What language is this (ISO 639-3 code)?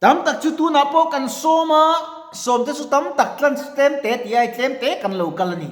lus